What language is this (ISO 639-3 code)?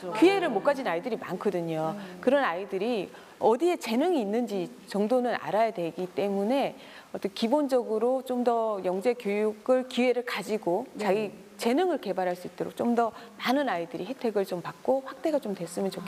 kor